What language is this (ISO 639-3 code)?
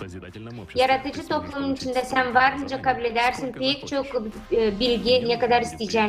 gag